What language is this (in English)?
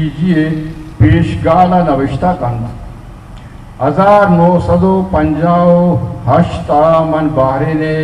Baluchi